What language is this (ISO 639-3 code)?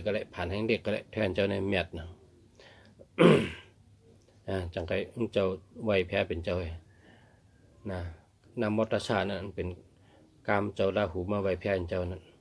shn